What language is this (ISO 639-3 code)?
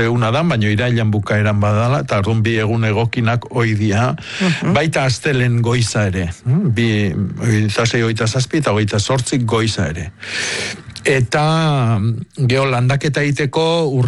eus